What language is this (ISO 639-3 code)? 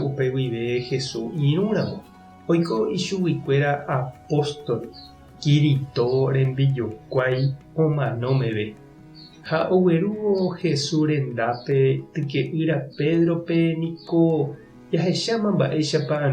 grn